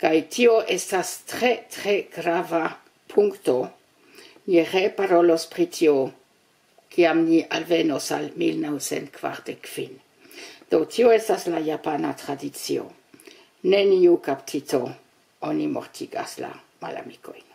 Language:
Esperanto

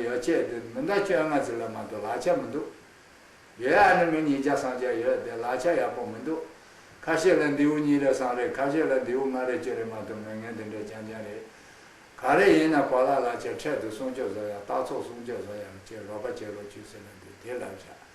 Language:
Tibetan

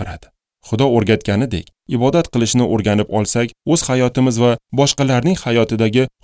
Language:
Uzbek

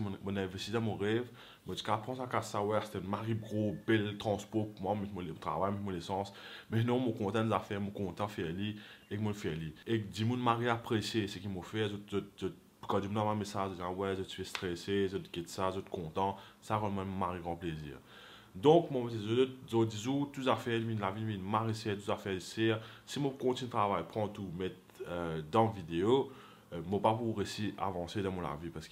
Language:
Morisyen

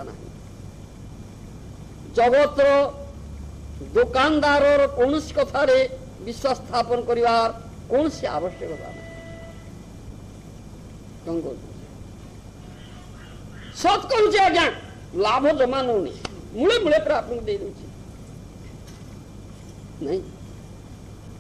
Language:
Odia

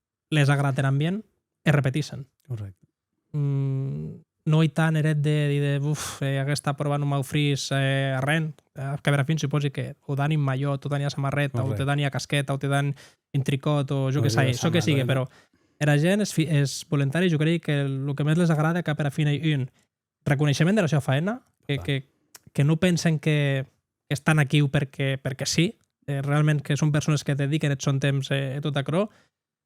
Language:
Occitan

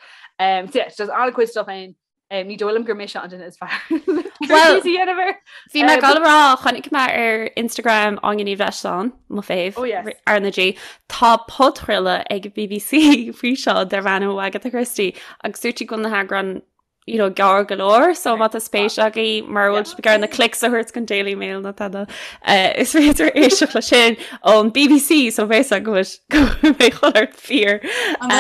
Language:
Irish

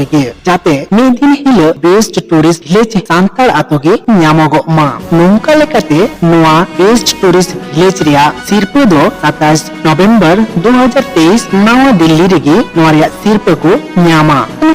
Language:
Santali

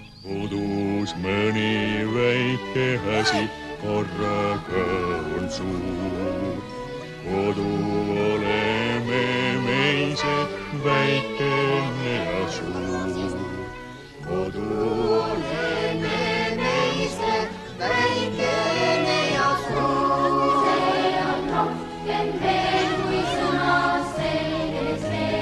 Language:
Estonian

